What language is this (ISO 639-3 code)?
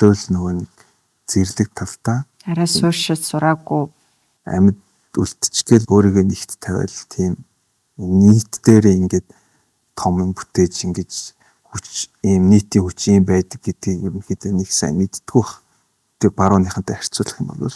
mon